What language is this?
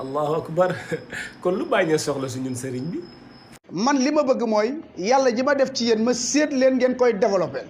Wolof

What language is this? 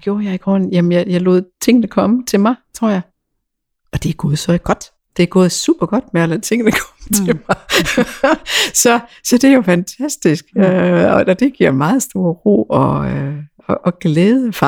Danish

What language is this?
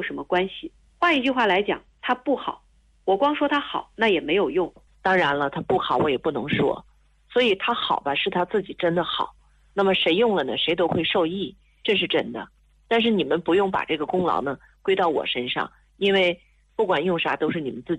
Chinese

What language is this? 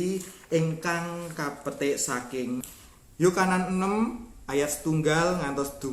Javanese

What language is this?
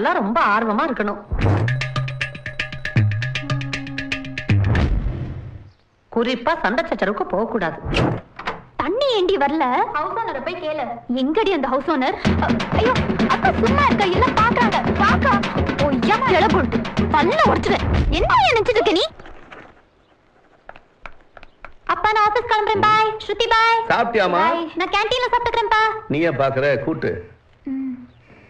Tamil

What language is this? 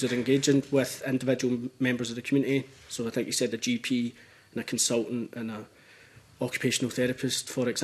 English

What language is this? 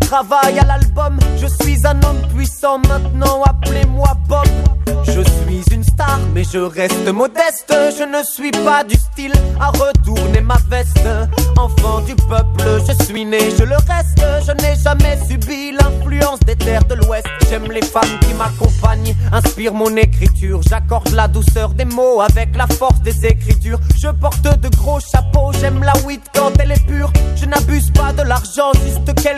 French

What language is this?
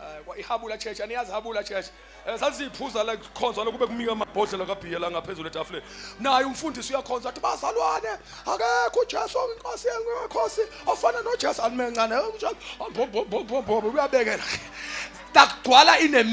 Zulu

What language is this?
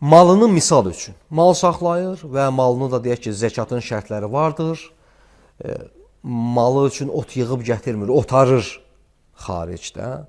Azerbaijani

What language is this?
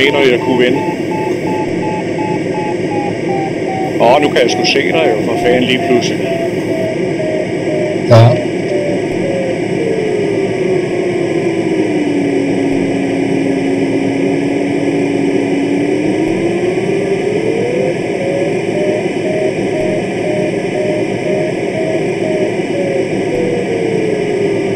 Danish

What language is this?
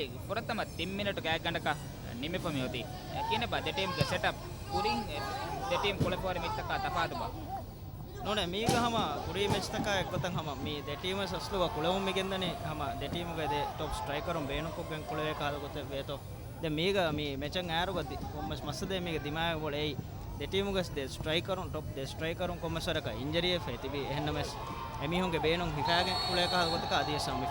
Divehi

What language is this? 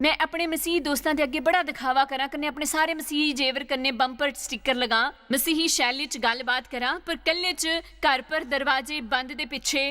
Dogri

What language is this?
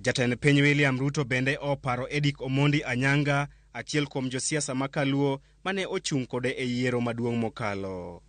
Luo (Kenya and Tanzania)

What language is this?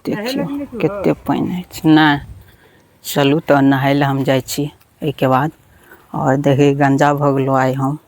Maithili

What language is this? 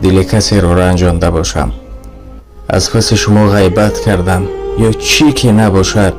Tajik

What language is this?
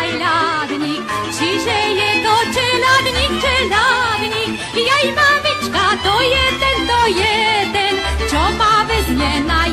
Slovak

